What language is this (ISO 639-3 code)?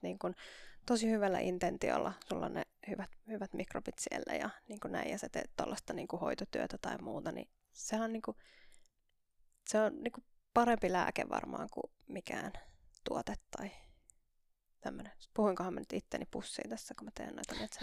fin